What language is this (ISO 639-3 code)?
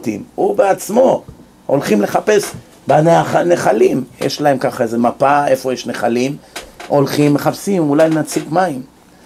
heb